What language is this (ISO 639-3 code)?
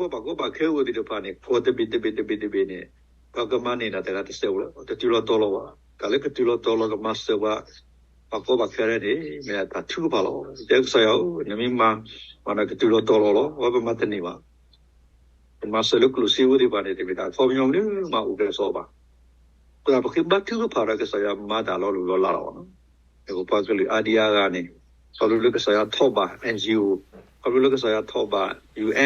ksw